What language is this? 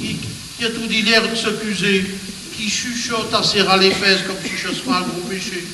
Picard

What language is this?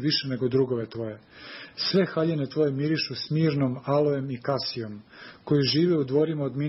Serbian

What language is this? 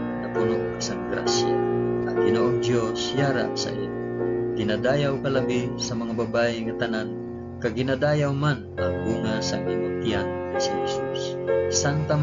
Hiligaynon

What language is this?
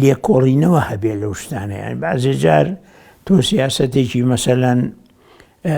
Central Kurdish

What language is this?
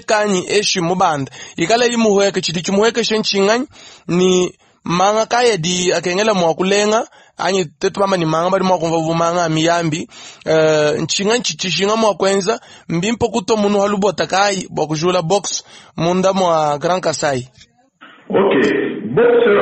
Luba-Lulua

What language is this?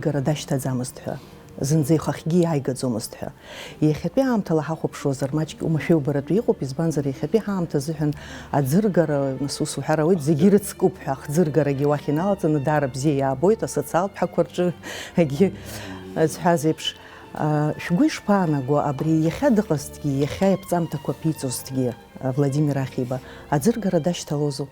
Abkhazian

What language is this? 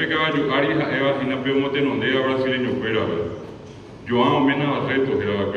Guarani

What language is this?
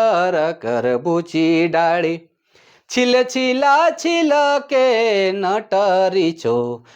Sadri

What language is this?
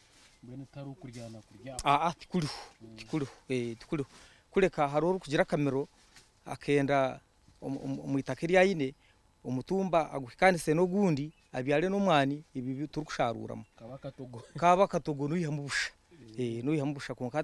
Nyankole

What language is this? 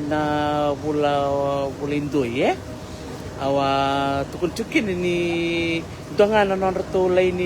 Fijian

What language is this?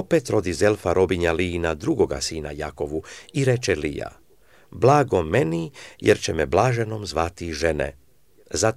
Serbian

